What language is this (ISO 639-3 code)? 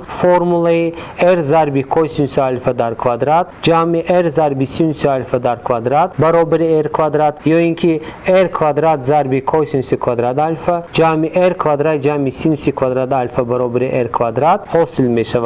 tgk